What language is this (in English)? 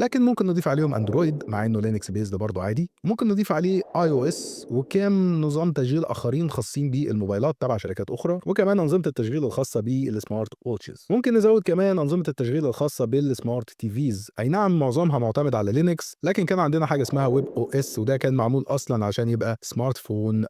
Egyptian Arabic